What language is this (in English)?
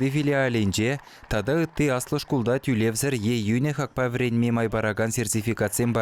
Chuvash